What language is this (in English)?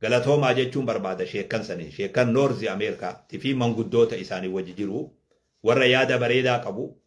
Oromo